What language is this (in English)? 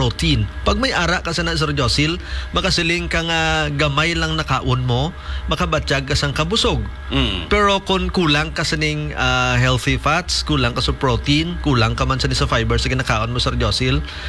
Hiligaynon